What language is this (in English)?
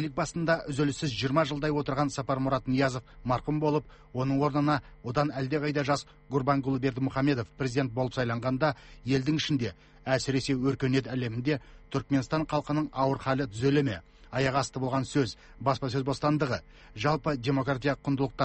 Kazakh